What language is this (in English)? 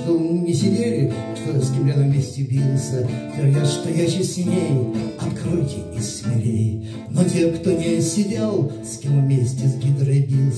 Russian